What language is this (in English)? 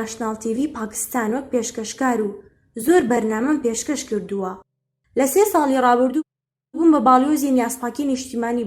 Central Kurdish